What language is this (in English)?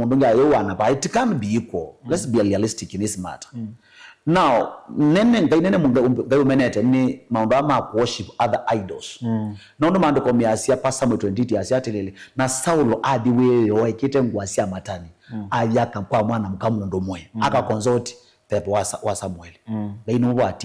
Kamba